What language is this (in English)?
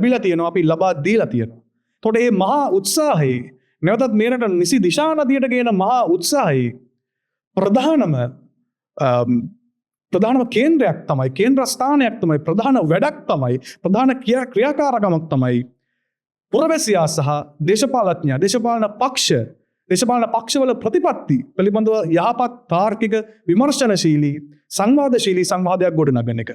Sinhala